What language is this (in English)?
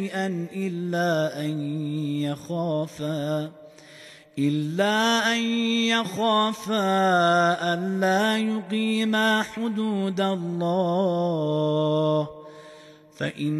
Arabic